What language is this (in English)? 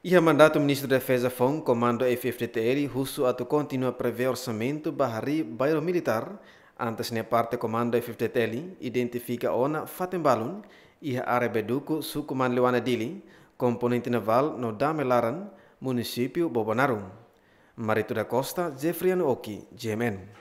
Tetum